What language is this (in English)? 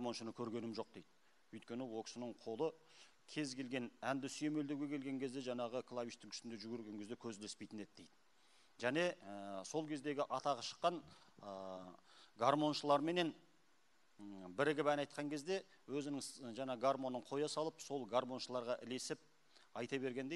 Kazakh